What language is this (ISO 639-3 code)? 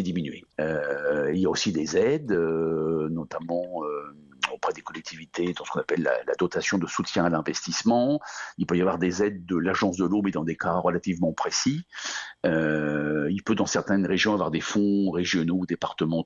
fra